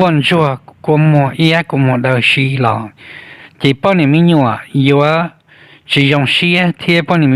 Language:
Hmong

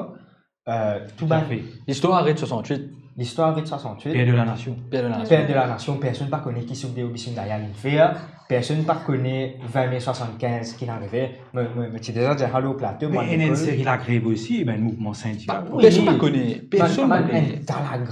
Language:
Morisyen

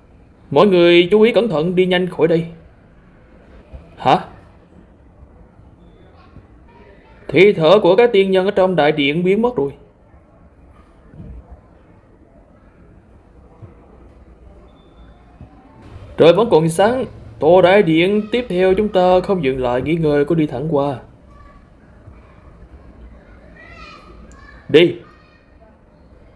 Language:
Vietnamese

